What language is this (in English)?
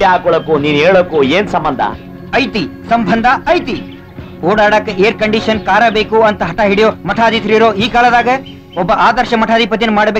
Kannada